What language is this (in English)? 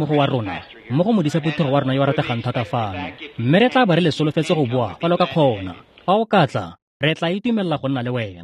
Tswana